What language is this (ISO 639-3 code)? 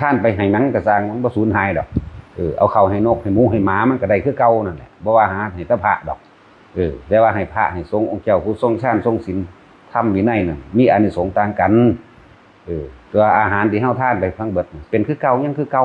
tts